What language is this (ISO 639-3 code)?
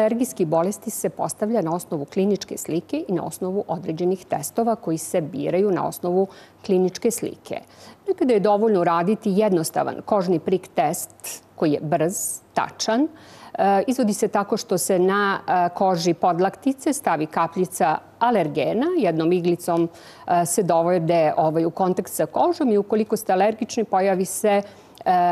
hrv